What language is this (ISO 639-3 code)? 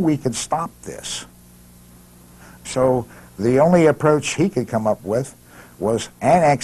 eng